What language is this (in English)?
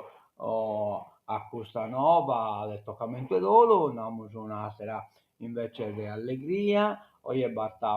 Sardinian